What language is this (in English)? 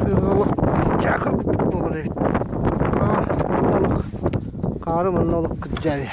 Yakut